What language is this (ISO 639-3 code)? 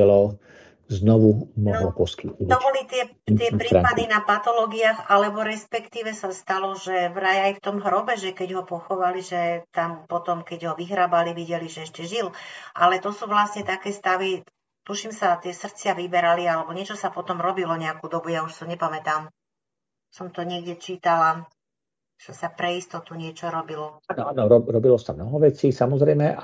slk